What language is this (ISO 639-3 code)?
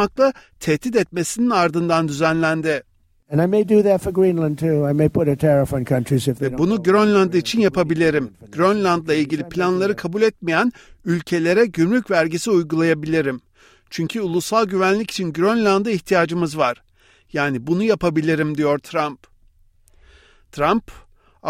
tur